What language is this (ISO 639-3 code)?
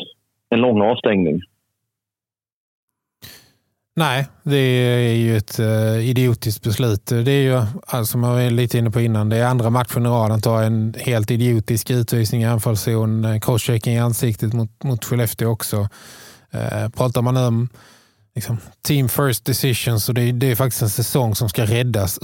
swe